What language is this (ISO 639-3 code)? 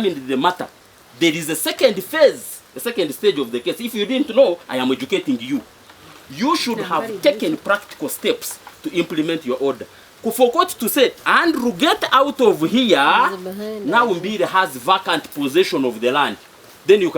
nyn